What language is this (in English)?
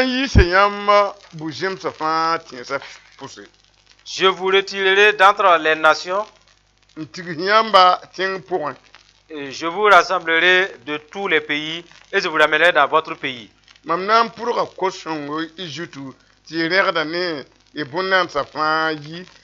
Mossi